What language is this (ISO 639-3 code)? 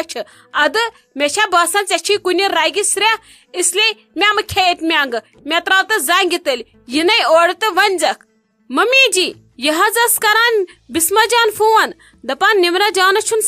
kas